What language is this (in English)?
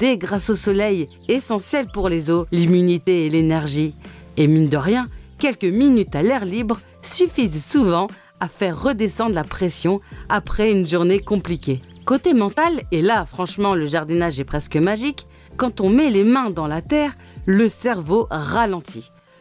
French